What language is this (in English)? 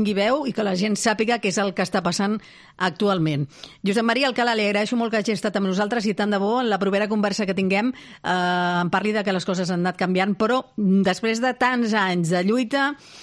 Catalan